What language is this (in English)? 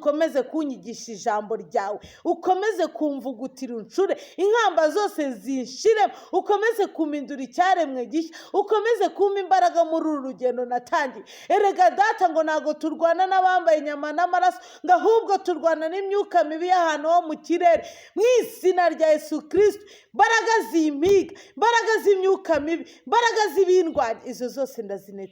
Kinyarwanda